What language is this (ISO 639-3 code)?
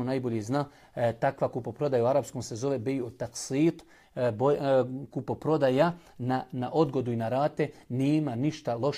bos